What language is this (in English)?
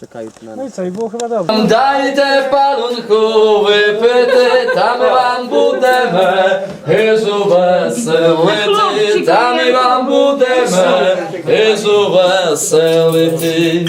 Rusyn